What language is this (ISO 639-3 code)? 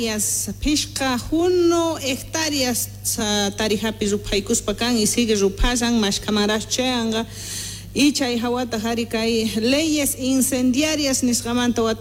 que